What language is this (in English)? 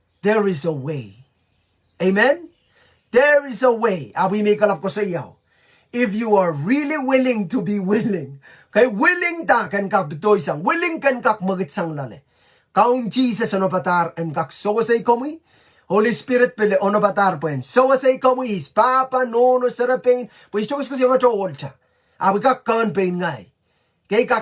Pohnpeian